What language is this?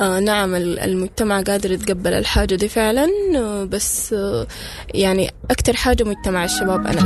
Sudanese Arabic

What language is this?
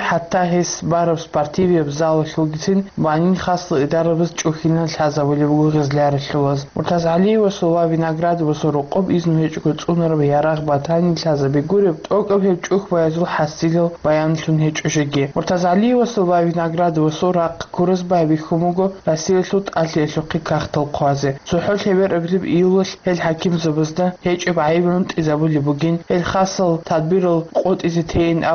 Avaric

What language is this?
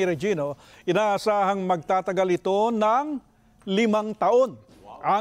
Filipino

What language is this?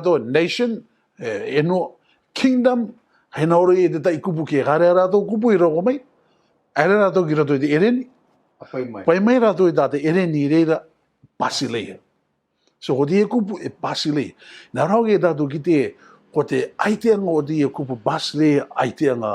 Rarotongan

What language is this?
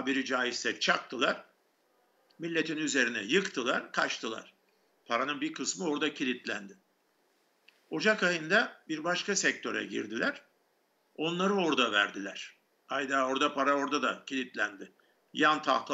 Turkish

